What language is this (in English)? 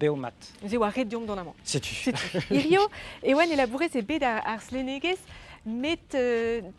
Breton